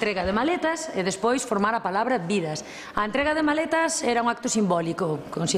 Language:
Galician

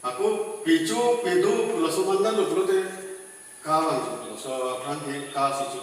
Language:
Karbi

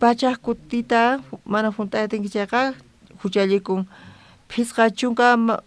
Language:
South Bolivian Quechua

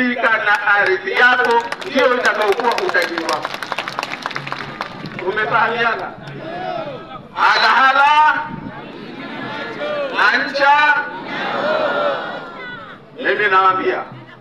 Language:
Swahili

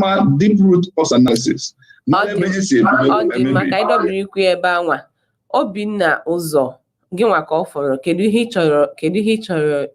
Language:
Igbo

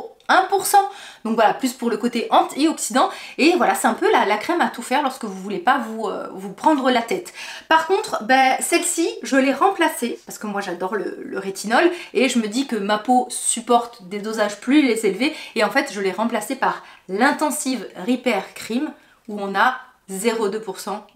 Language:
French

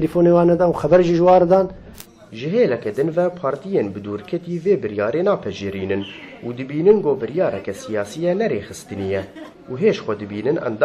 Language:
Kurdish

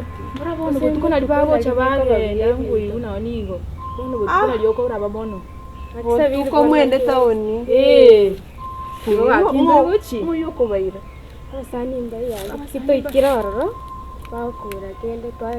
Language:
Gusii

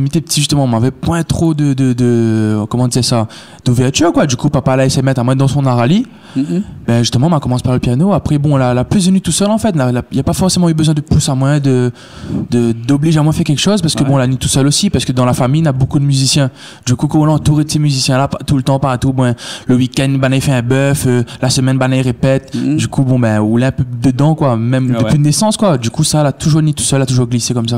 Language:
Réunion Creole French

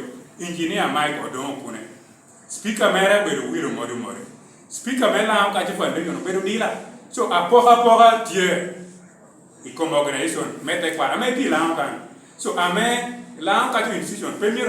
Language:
Lango (Uganda)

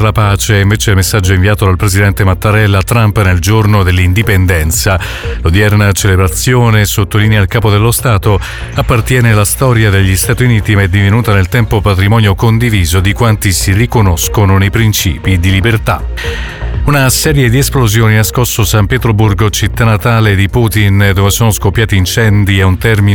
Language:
Italian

